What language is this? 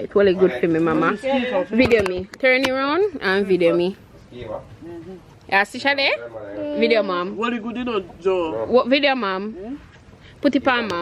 Jamaican Creole English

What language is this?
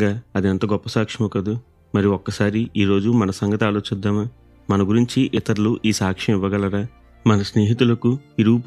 Telugu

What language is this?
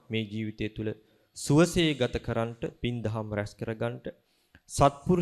Sinhala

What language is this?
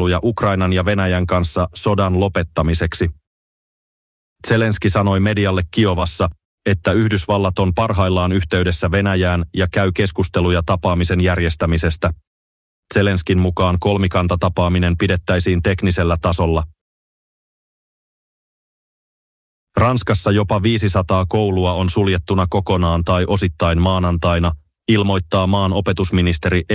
Finnish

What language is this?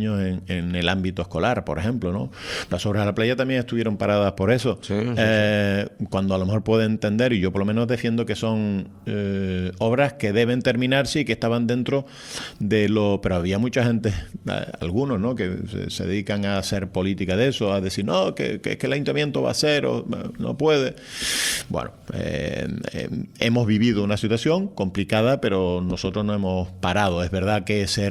Spanish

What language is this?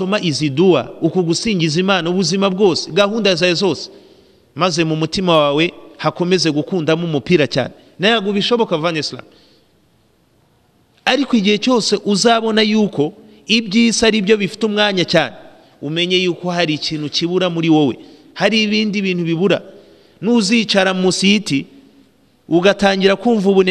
Kinyarwanda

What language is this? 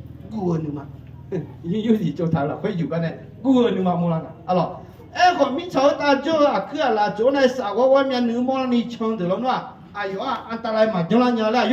Akha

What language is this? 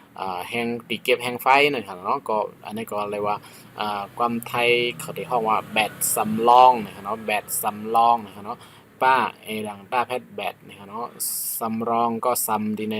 Shan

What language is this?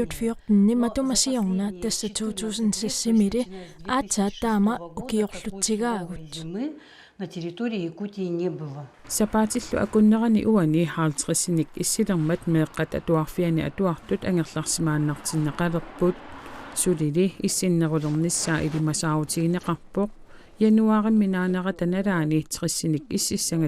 Kalaallisut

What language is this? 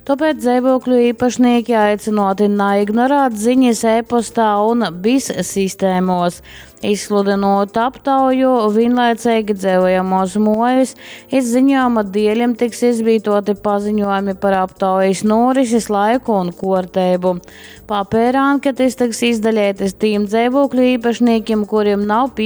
Latgalian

